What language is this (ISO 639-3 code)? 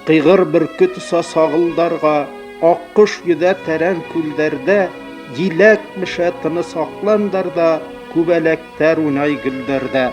bak